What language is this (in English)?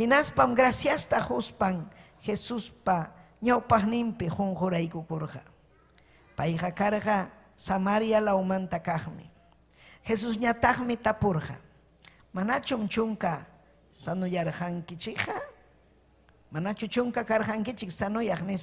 Ayacucho Quechua